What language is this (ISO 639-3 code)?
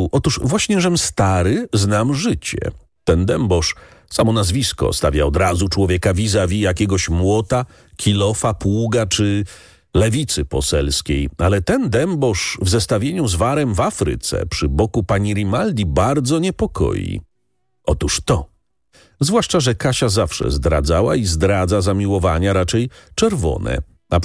pol